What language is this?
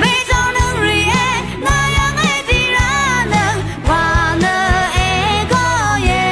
Rawang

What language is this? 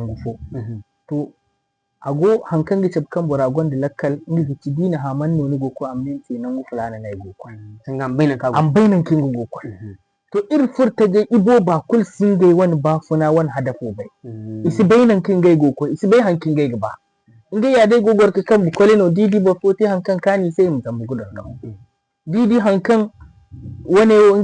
Zarma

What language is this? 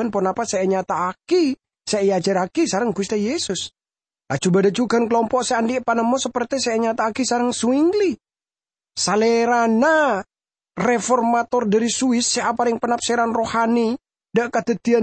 Madurese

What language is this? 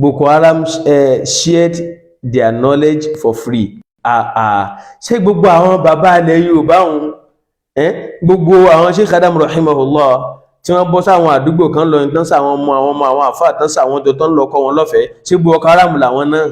Yoruba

